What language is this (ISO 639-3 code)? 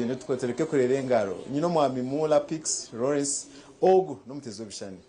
nyn